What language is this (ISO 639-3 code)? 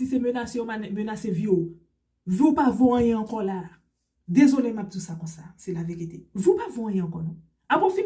hat